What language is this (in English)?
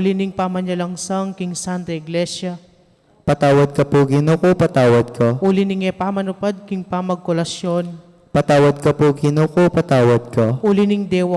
Pampanga